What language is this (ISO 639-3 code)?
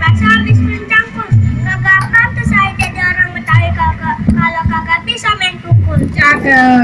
bew